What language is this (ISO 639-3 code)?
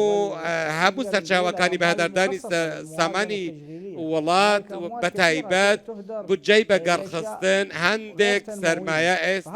ckb